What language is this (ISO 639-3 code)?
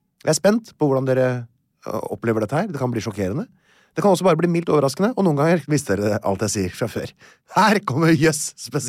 nor